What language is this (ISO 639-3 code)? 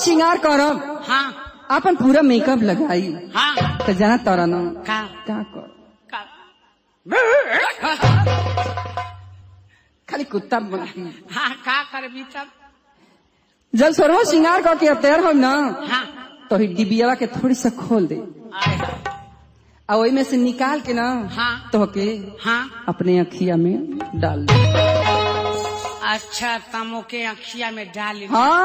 bho